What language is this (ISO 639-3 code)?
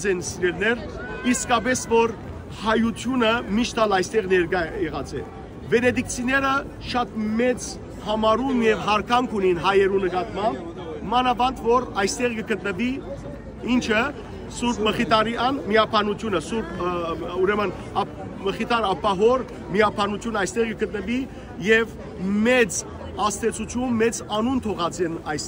hyw